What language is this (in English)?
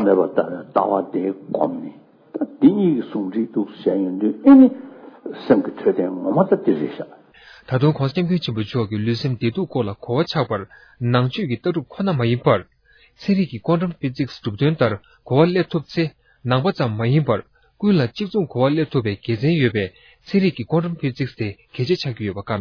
Tibetan